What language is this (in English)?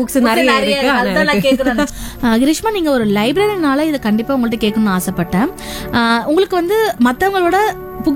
Tamil